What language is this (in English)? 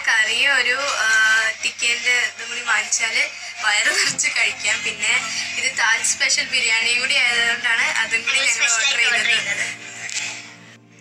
Malayalam